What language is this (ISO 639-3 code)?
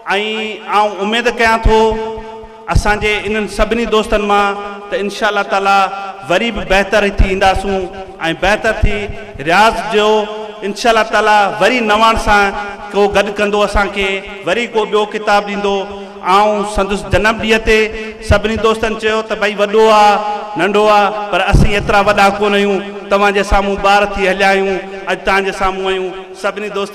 snd